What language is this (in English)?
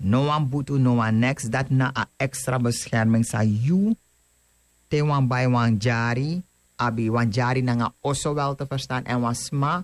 Sranan Tongo